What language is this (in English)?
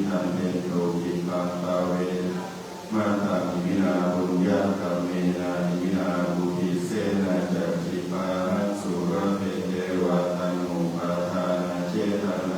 Pali